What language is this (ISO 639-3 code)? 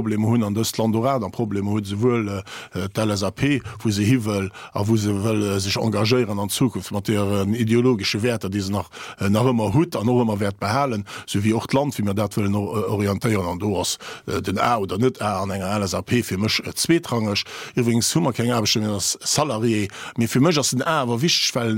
ltz